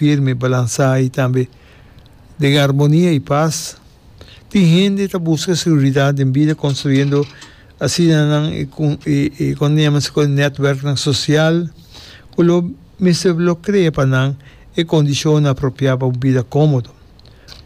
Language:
Papiamento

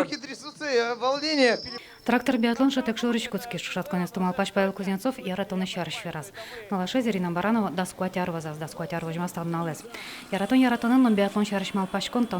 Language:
Udmurt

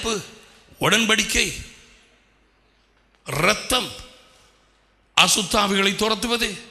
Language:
Tamil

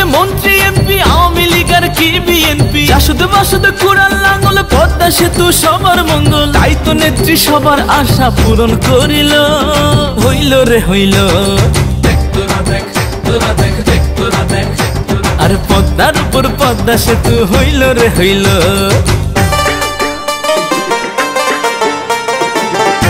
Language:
Bangla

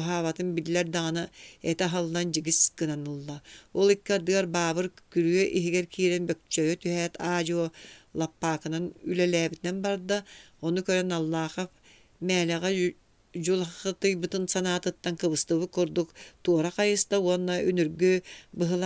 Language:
Yakut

